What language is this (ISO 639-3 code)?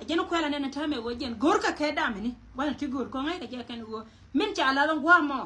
nus